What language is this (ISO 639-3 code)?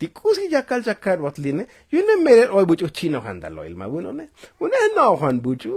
tzo